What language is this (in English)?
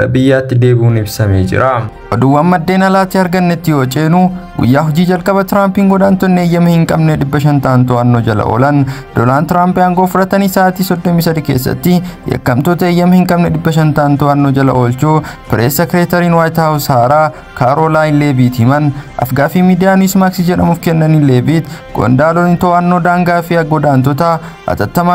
Oromo